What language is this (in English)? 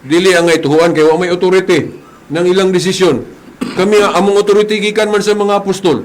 Cebuano